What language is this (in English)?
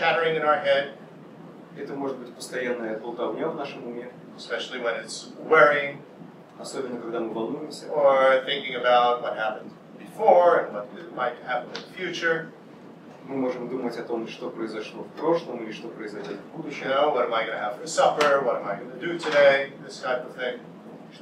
English